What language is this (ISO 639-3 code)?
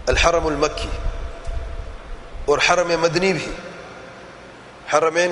urd